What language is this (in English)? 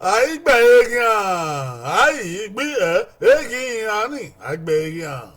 Bini